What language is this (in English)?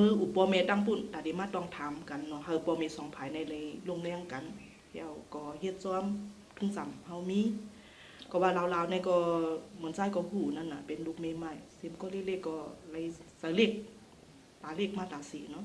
Shan